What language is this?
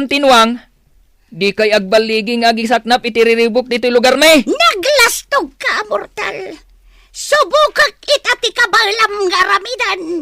Iloko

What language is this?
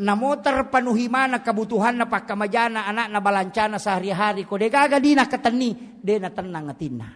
Buginese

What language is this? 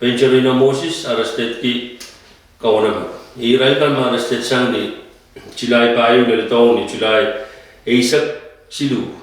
Pohnpeian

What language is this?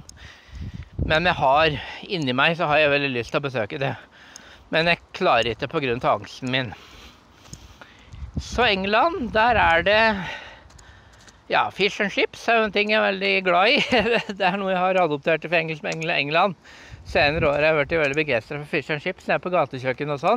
Norwegian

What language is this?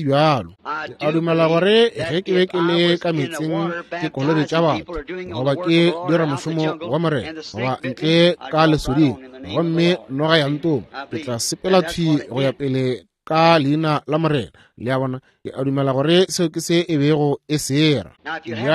Northern Sotho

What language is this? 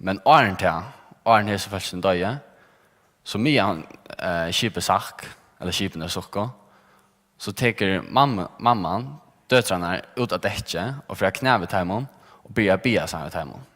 Faroese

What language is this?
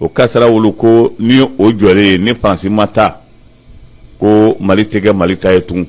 Bambara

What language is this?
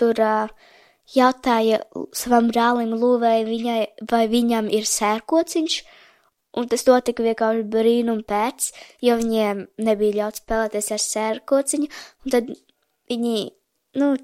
Latvian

